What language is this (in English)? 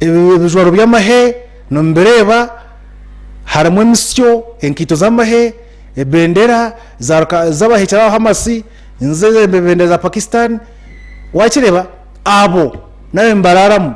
Nyankole